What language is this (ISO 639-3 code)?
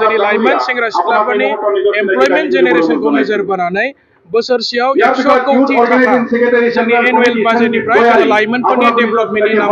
brx